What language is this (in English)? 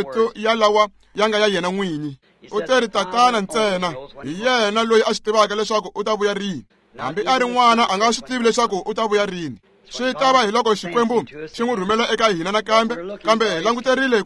Tsonga